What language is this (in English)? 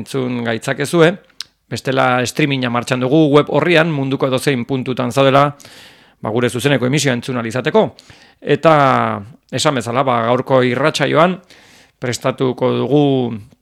Basque